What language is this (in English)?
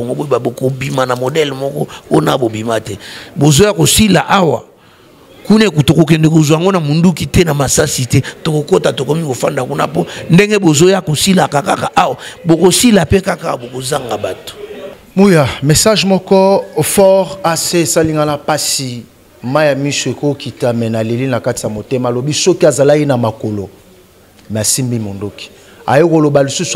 Lingala